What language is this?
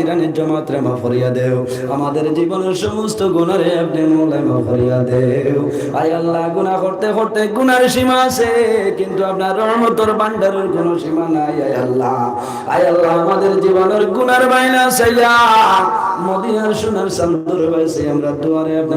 Sylheti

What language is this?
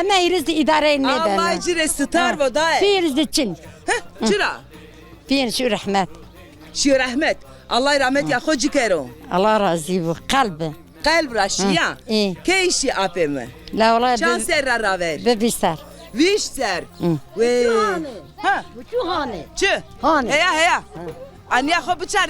Zaza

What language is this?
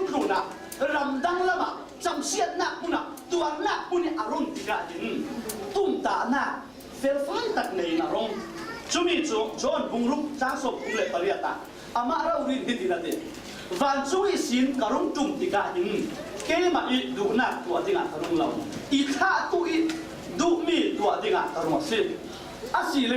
Falam Chin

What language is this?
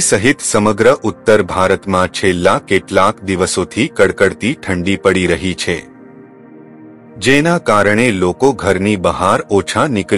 Gujarati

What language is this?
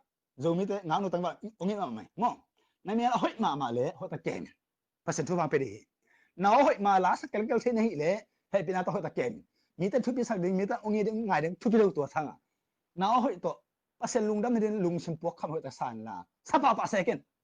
Tedim Chin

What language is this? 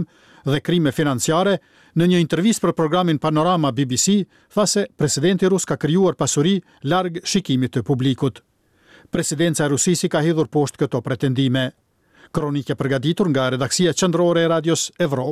Albanian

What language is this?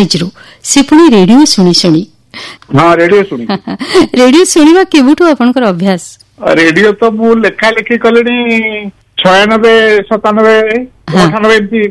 Odia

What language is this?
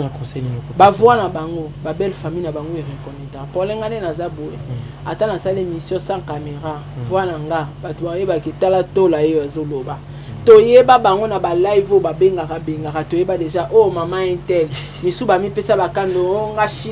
Lingala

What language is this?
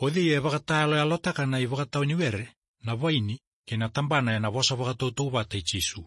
Fijian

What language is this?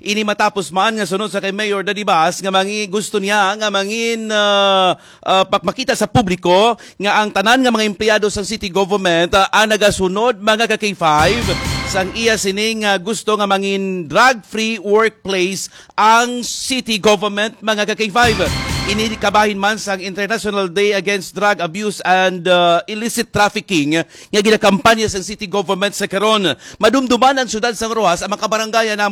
Hiligaynon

